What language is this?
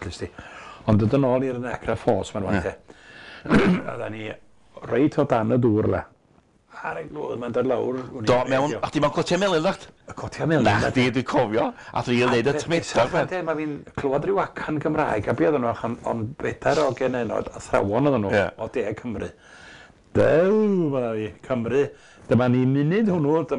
Welsh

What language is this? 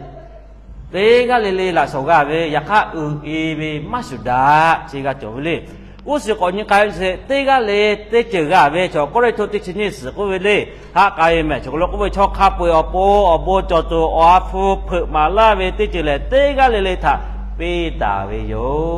Lahu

